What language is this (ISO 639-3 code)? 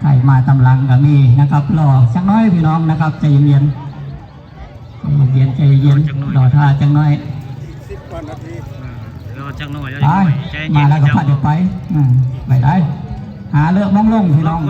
tts